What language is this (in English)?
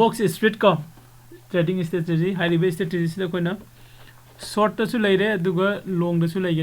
Manipuri